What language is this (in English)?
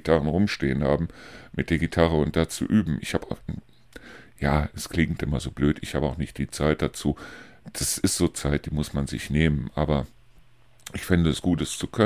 German